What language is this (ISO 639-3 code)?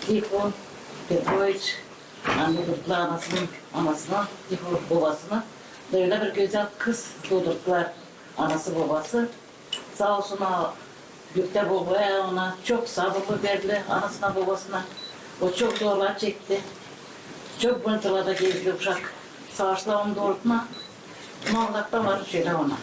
gag